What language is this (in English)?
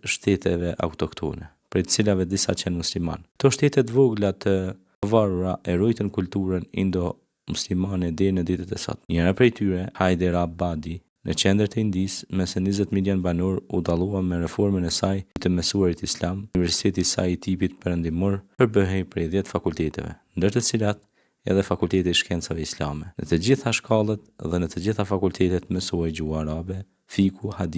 Albanian